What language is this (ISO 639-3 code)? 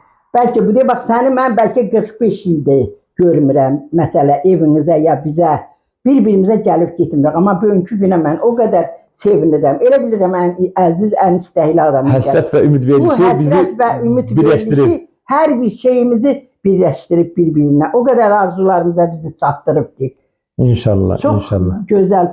aze